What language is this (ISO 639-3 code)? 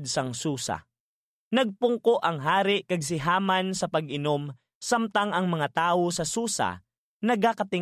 hil